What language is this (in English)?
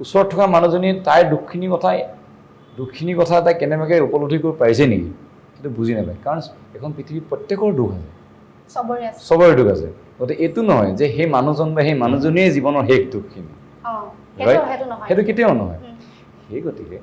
Assamese